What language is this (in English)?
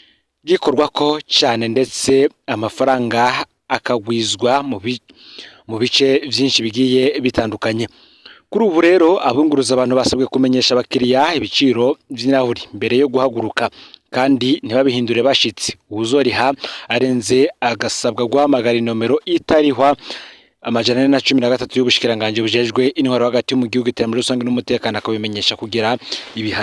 Rundi